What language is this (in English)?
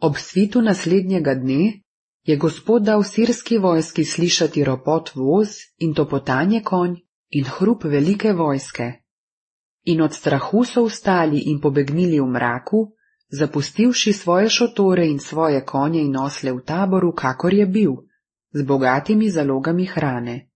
Slovenian